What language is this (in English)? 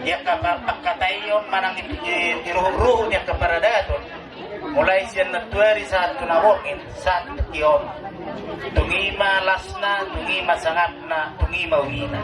Batak Toba